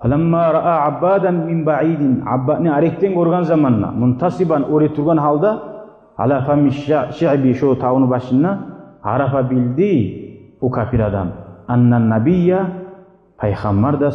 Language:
Kumyk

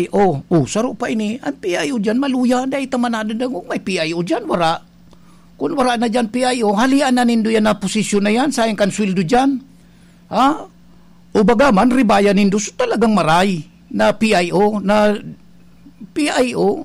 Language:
Bikol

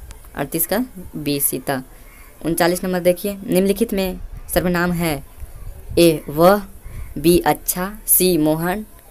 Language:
Hindi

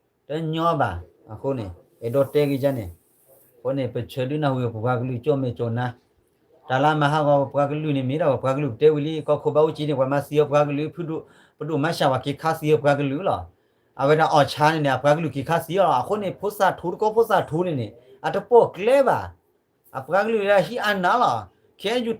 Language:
S'gaw Karen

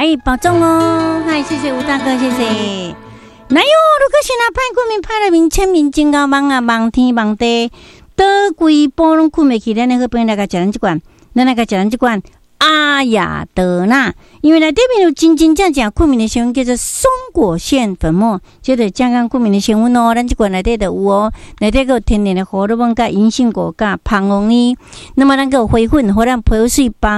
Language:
Min Nan Chinese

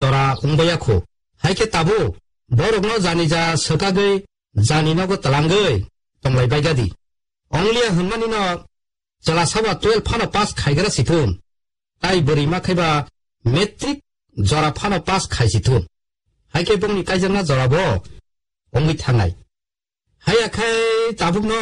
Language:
Kok Borok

